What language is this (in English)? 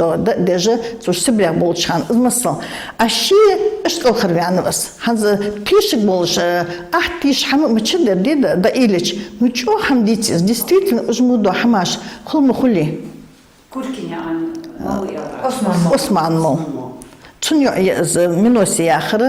Ingush